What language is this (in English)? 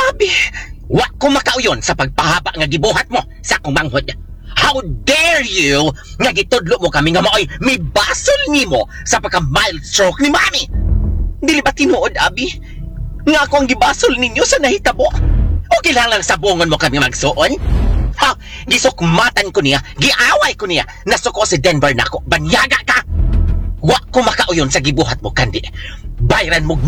Cebuano